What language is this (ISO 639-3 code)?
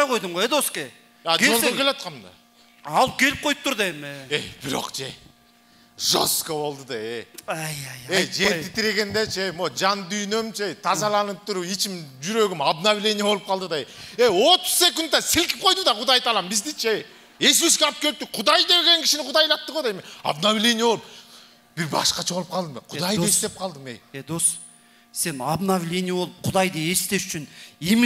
kir